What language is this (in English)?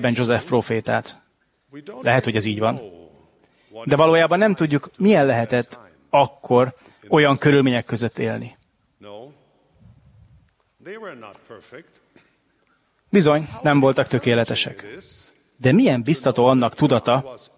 Hungarian